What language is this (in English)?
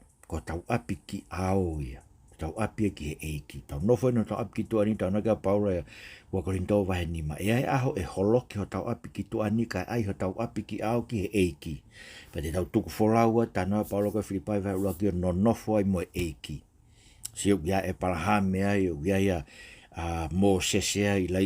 Tongan